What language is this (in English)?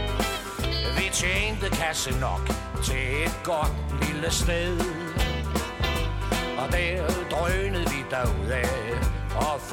Danish